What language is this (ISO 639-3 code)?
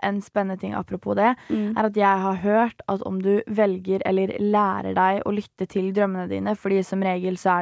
nor